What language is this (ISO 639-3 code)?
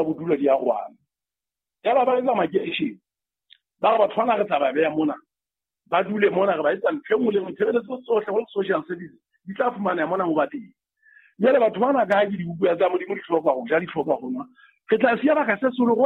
sot